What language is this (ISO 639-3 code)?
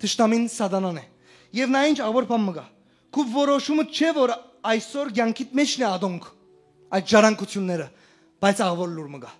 hyw